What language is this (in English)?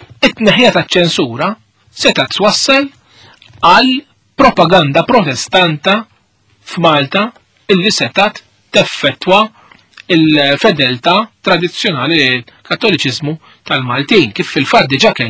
Maltese